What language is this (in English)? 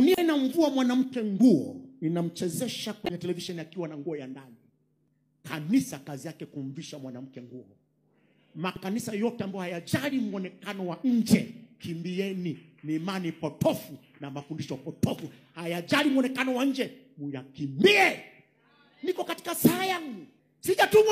Swahili